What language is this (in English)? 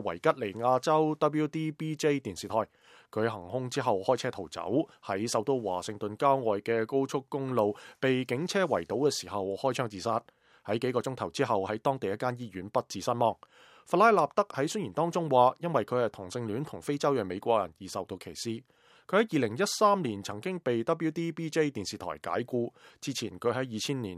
Cantonese